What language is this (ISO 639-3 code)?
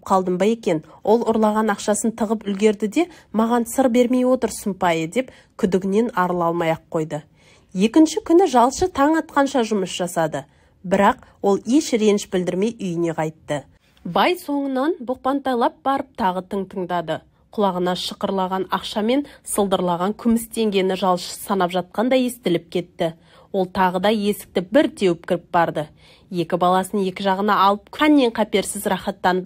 kaz